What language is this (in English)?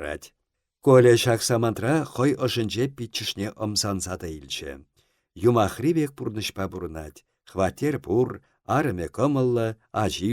Chuvash